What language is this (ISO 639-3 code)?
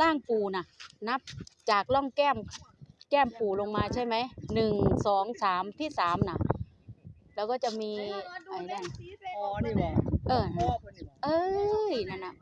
tts